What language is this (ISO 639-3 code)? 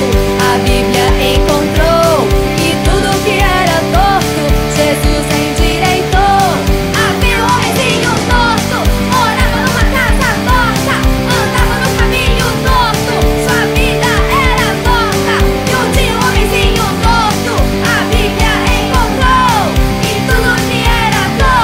por